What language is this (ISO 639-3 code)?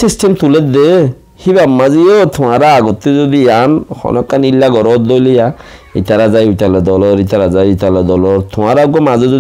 rhg